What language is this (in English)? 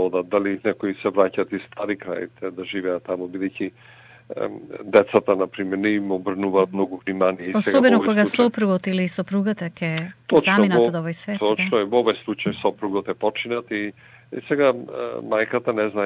Macedonian